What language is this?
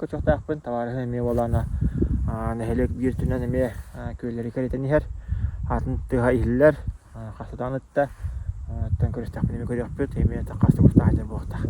Yakut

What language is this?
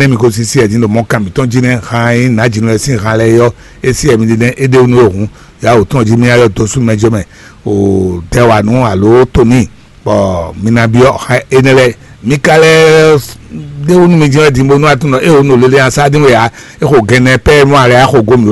Fon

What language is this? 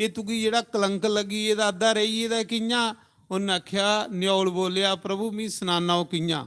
Dogri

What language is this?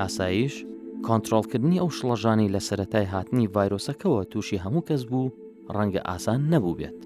Central Kurdish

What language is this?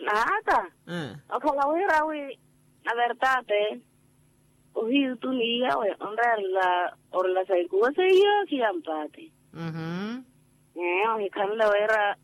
Makhuwa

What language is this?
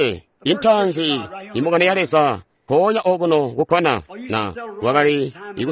Tonga (Zambia)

